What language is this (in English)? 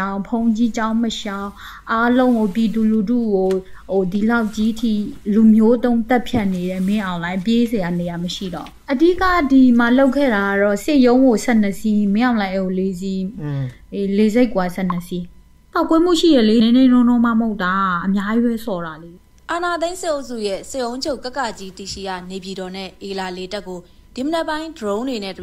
Burmese